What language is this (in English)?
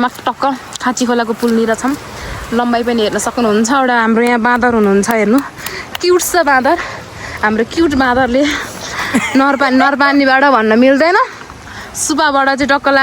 Nepali